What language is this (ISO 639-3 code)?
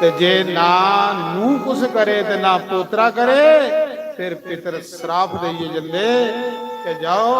doi